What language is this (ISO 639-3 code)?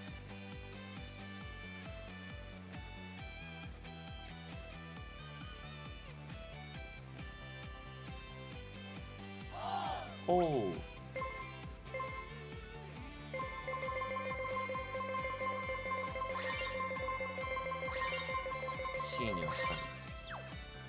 jpn